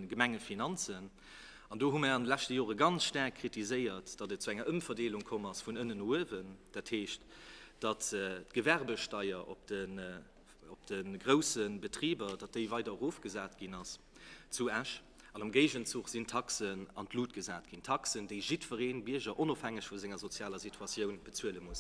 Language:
Luxembourgish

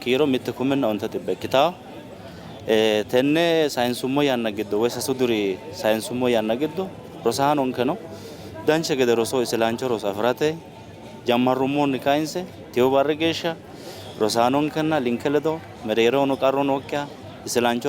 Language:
Sidamo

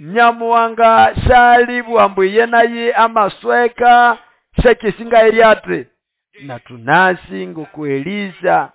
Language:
Nande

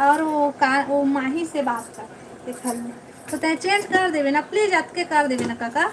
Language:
Chhattisgarhi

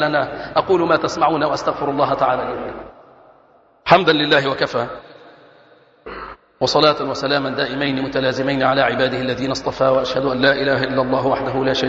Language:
Arabic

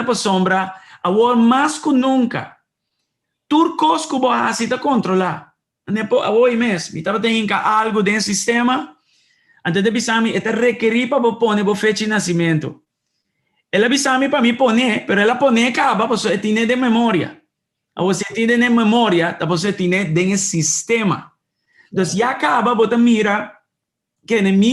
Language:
Papiamento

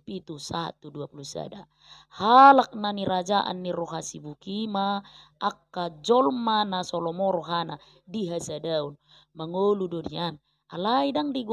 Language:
Batak Toba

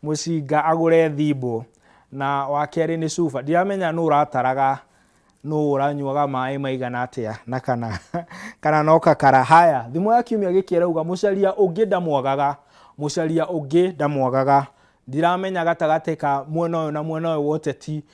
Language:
Kikuyu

